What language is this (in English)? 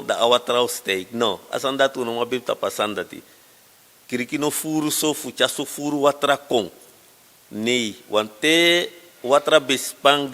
Sranan Tongo